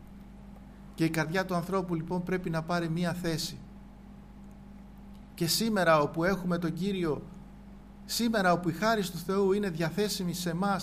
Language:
Greek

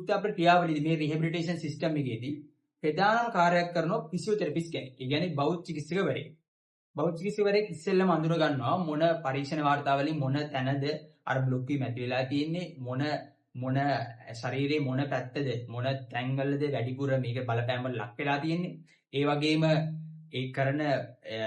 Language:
Sinhala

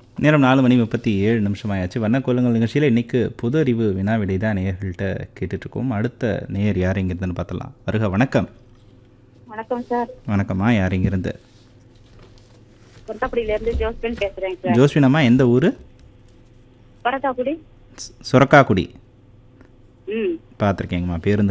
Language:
Tamil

